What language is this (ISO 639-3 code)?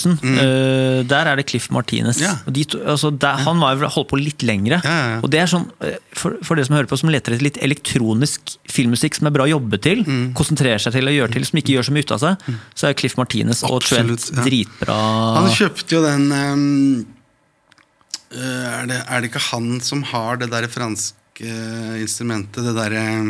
nor